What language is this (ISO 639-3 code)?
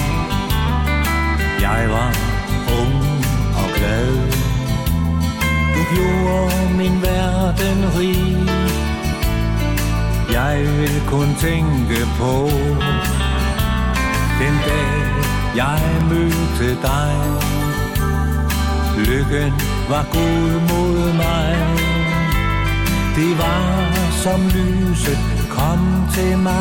dan